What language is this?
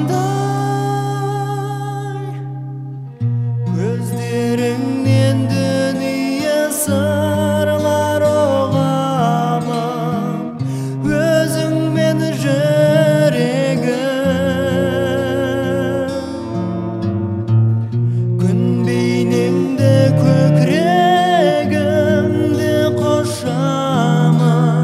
Kazakh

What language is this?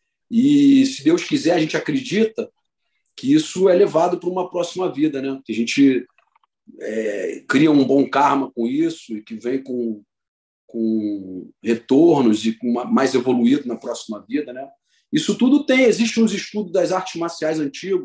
Portuguese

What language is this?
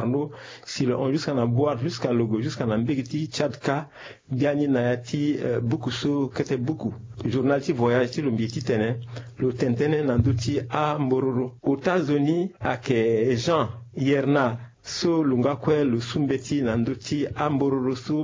Sango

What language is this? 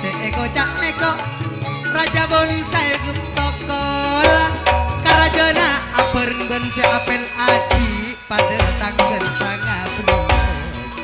Madurese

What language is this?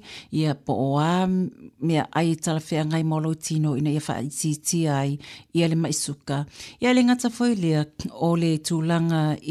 Samoan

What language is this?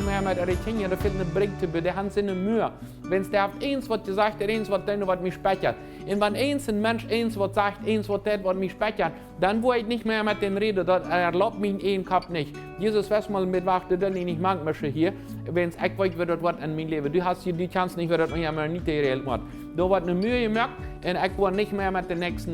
Plautdietsch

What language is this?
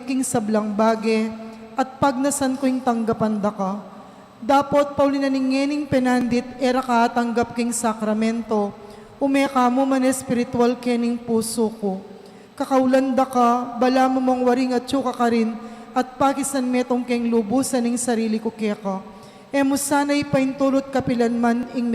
Pampanga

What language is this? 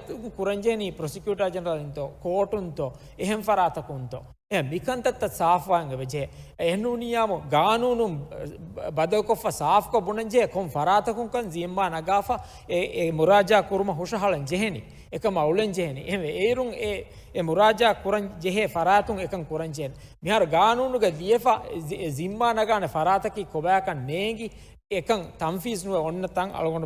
Divehi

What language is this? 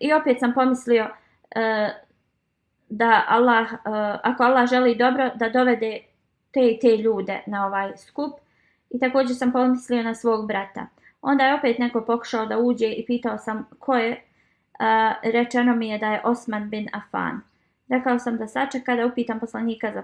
Bosnian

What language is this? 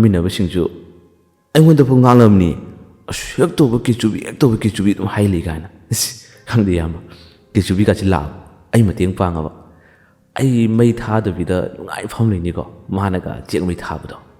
Manipuri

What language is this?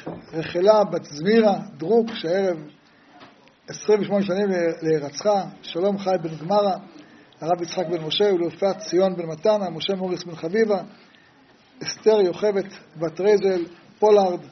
Hebrew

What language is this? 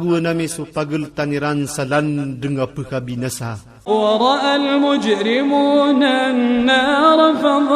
Iranun (Philippines)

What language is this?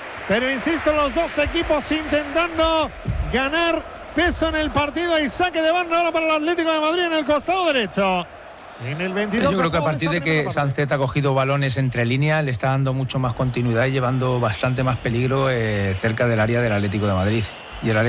Spanish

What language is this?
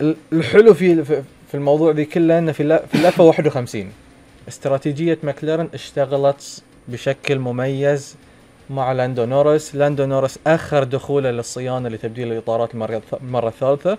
Gulf Arabic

